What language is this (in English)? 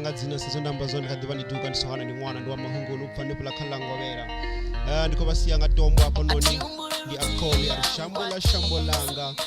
Venda